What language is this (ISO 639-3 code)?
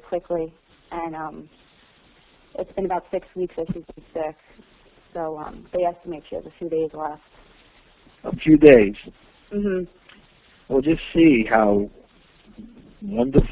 eng